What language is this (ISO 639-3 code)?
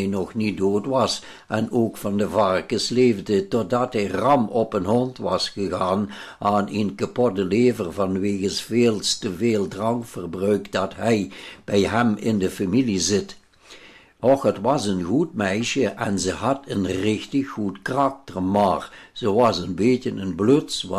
lim